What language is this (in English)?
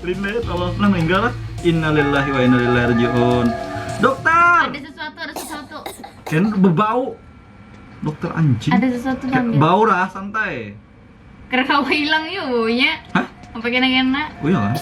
Banjar